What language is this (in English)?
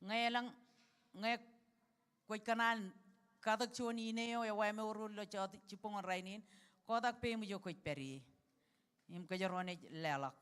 Marshallese